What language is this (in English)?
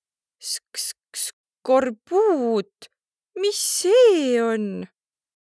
Estonian